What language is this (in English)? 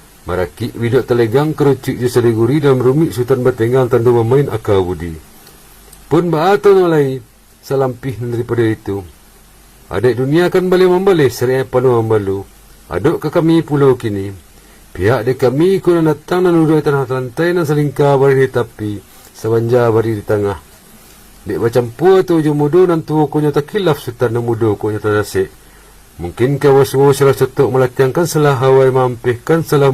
Minangkabau